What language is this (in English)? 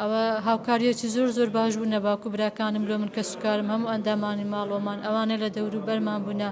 Central Kurdish